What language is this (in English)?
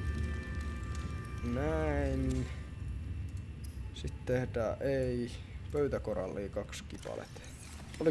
Finnish